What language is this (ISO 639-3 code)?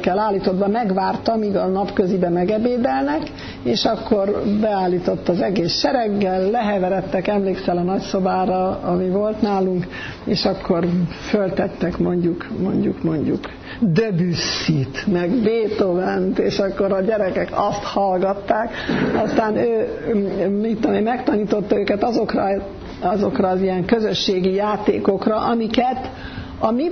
hun